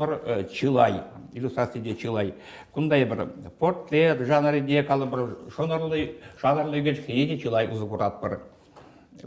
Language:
Chuvash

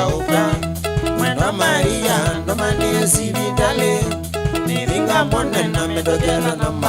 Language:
Kamba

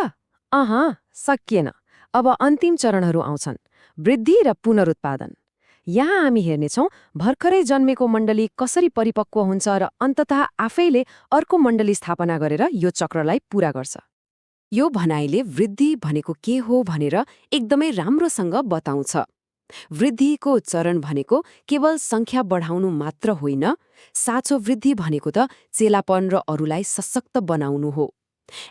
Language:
Nepali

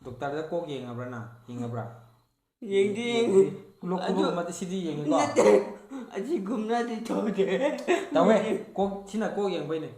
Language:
Manipuri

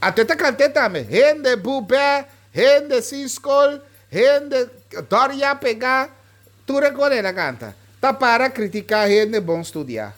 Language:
Papiamento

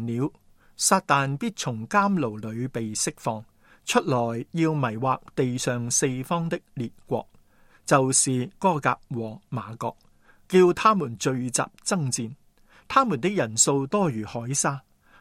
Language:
Cantonese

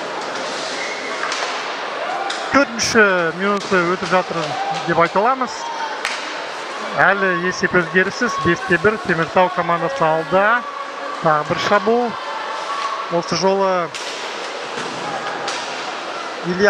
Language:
Kazakh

